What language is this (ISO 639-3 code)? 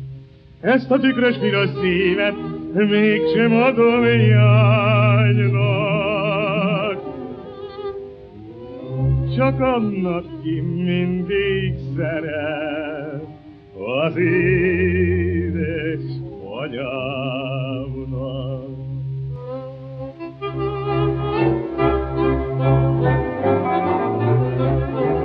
hun